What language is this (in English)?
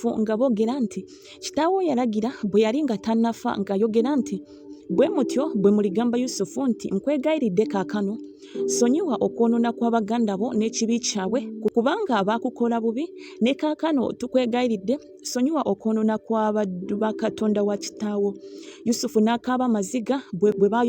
Ganda